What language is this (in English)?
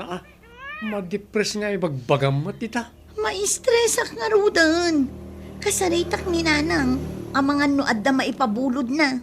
Iloko